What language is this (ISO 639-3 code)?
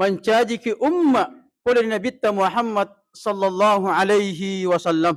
bug